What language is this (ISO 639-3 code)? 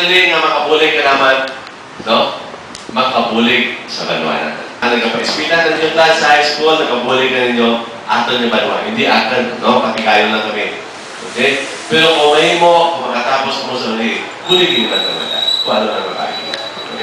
hil